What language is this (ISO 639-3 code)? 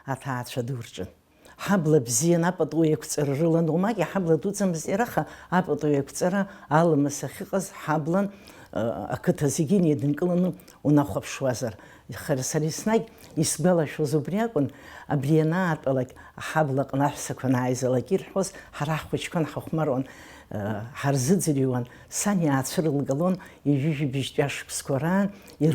abk